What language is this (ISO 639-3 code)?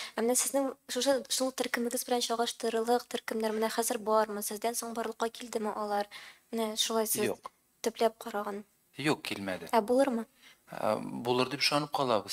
tat